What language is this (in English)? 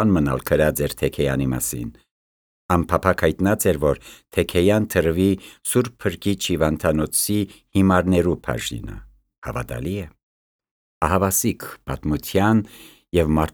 Armenian